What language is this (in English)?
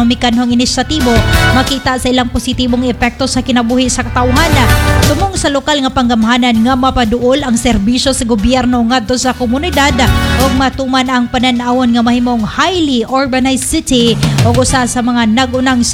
Cebuano